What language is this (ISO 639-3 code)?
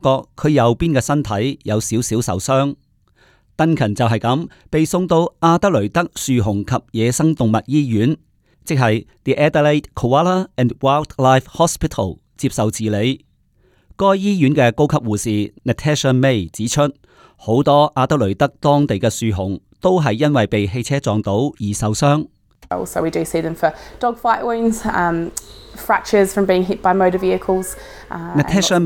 yue